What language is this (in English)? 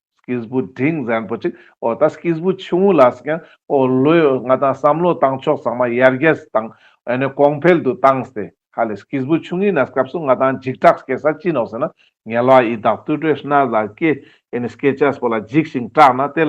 Ladakhi